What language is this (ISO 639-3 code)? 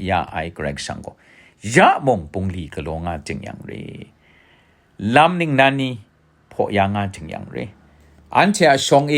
kac